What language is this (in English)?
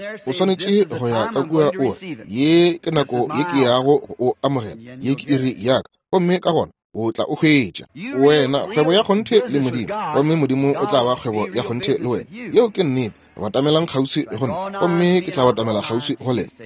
Northern Sotho